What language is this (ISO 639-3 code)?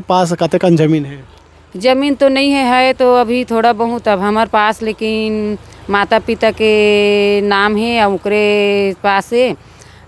hne